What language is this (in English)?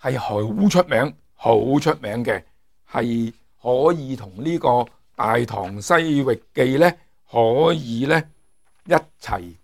Cantonese